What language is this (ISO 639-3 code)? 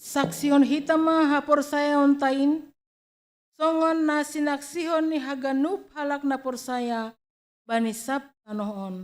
bts